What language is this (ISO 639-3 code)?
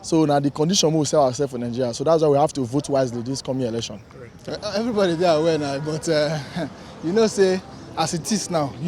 pcm